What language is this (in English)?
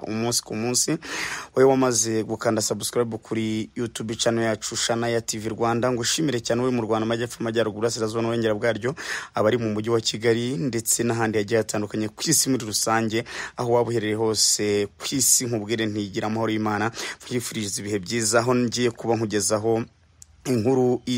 Kinyarwanda